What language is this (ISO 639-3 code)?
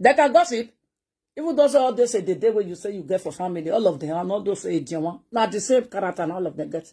pcm